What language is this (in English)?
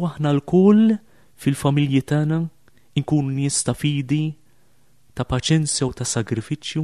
Maltese